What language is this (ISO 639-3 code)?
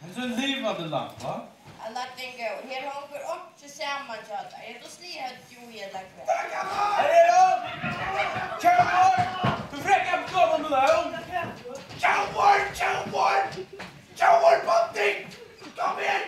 fao